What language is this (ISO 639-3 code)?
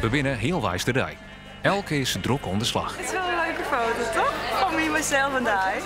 fry